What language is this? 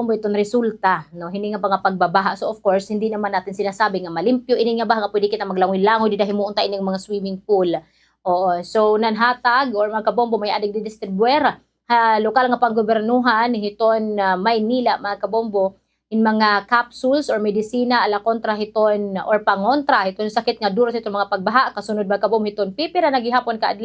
Waray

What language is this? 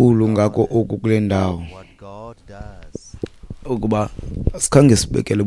Xhosa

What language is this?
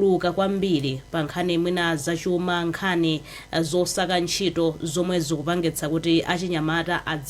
Nyanja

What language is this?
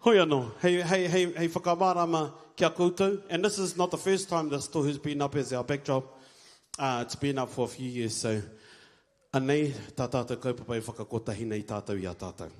Māori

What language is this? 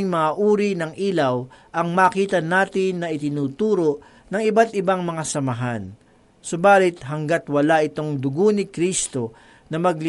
Filipino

